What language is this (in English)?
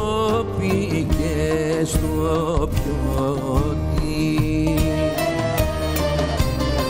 Greek